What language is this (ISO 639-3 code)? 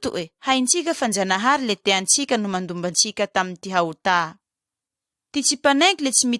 mlg